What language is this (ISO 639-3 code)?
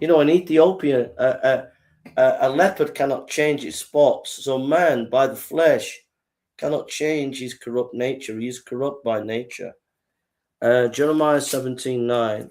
eng